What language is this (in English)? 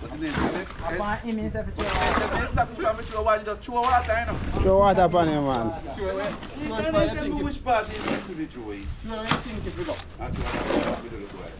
Jamaican Creole English